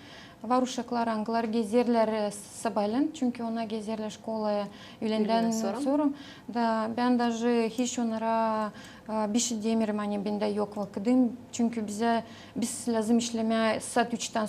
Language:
Gagauz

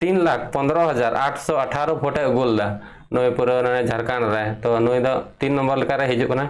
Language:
Santali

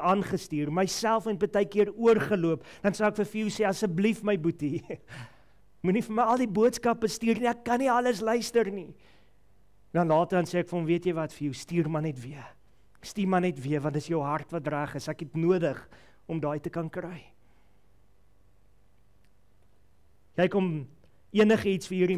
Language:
Afrikaans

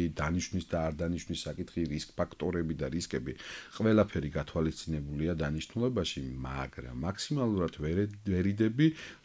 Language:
Georgian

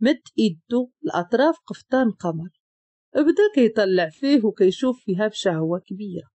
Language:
Moroccan Arabic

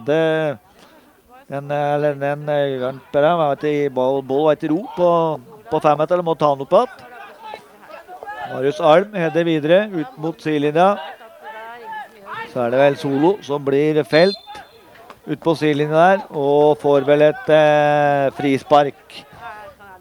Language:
Norwegian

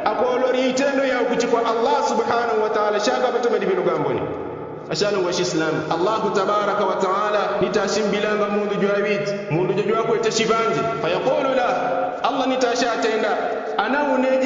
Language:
Yao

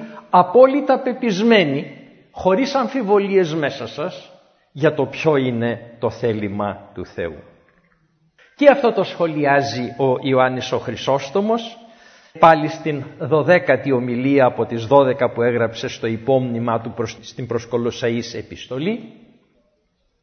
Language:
Greek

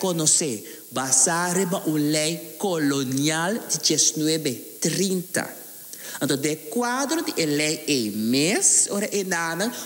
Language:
Papiamento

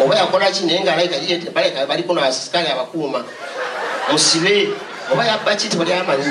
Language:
Ganda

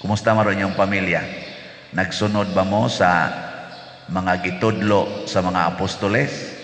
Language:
Cebuano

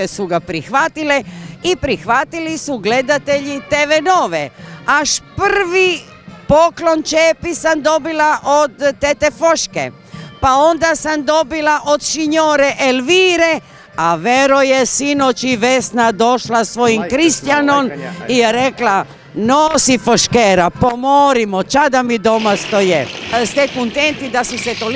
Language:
Croatian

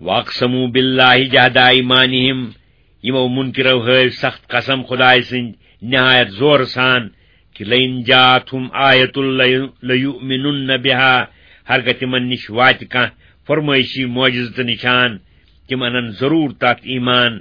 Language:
Kashmiri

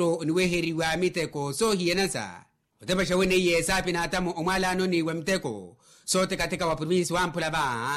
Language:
Makhuwa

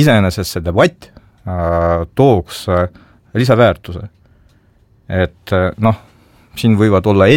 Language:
Estonian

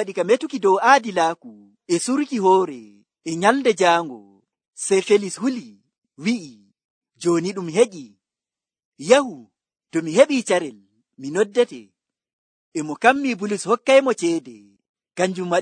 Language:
Nigerian Fulfulde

